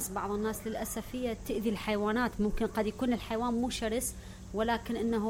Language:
Mesopotamian Arabic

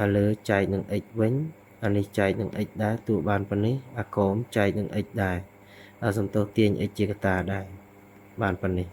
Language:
Khmer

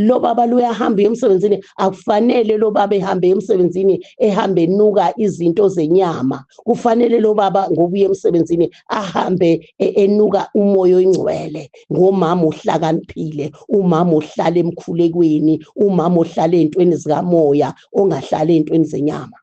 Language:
Zulu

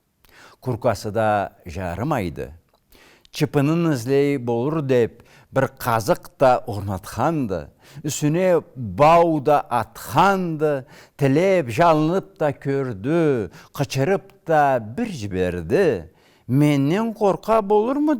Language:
Karachay-Balkar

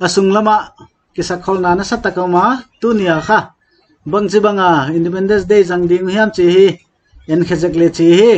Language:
Paite Chin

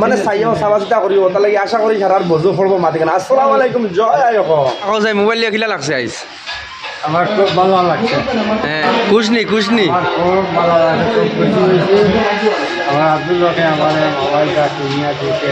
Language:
Sylheti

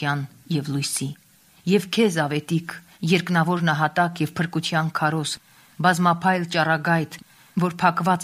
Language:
Armenian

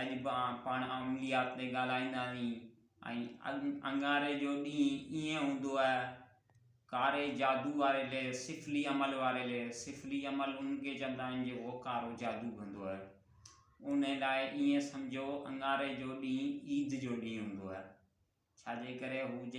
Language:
Sindhi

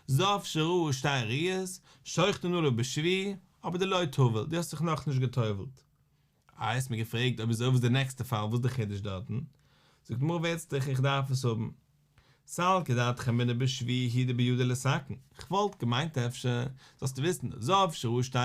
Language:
Yiddish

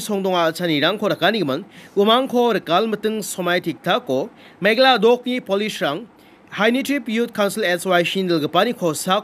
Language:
Garo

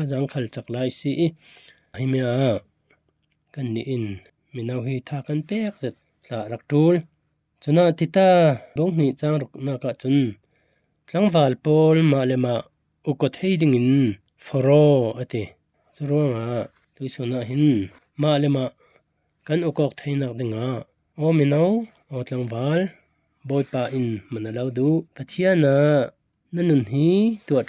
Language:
Falam Chin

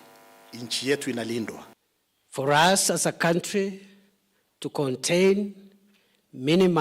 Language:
Kamba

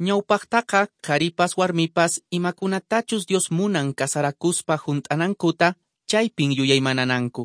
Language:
Quechua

